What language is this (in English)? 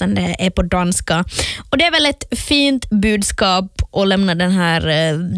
Swedish